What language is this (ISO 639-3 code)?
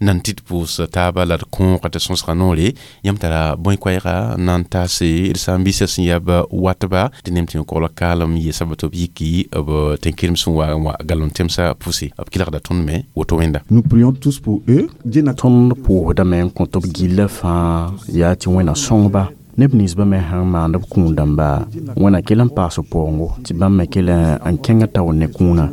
mos